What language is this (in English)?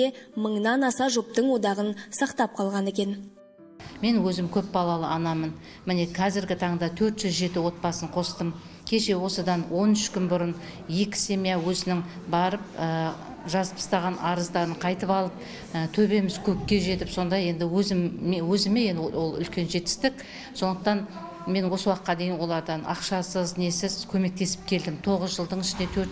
Kazakh